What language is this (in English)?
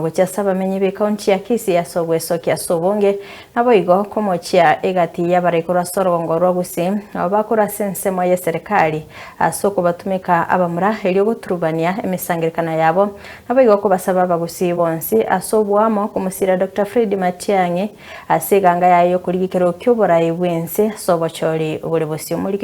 Gusii